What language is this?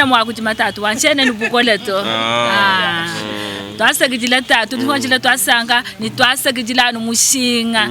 Luba-Lulua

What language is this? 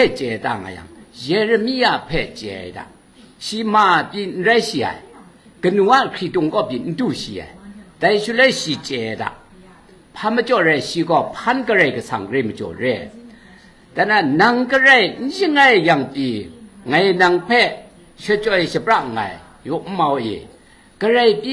Kachin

